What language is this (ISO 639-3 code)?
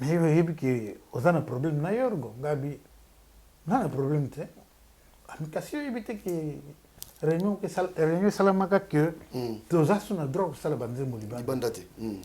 lin